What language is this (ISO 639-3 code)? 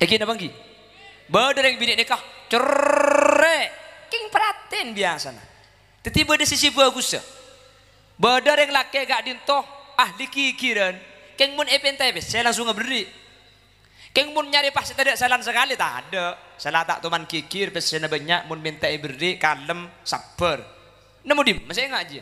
mad